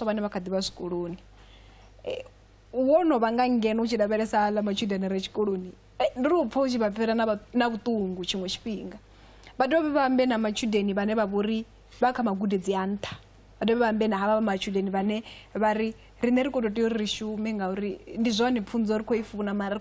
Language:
Venda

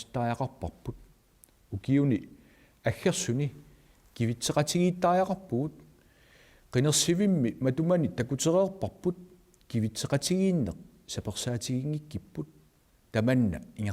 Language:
Kalaallisut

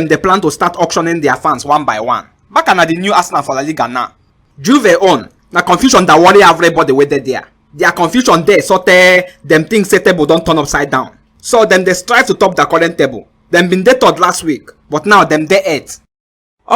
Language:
Nigerian Pidgin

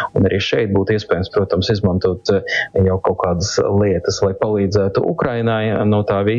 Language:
Latvian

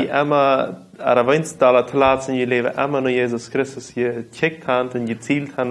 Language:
Plautdietsch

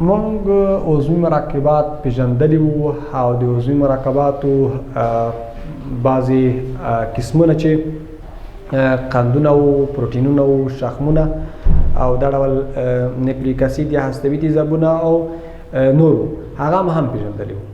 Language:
Pashto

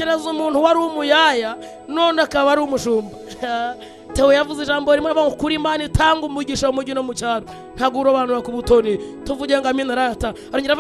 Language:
Kinyarwanda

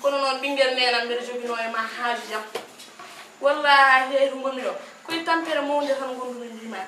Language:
Fula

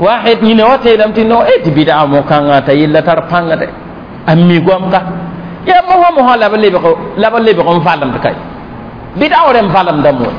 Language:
Mossi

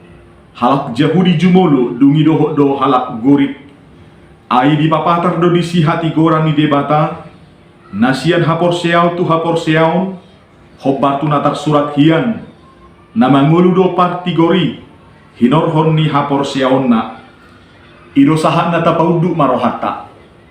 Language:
Batak Toba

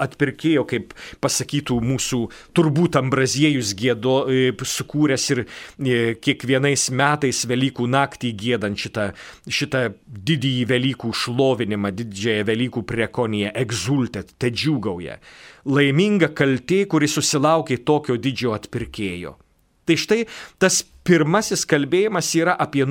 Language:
Lithuanian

